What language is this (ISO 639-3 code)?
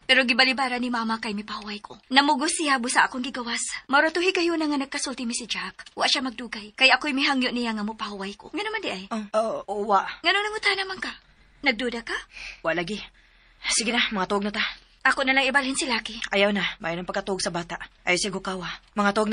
ceb